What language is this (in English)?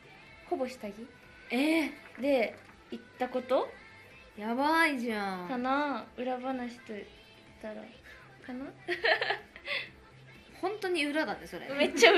Japanese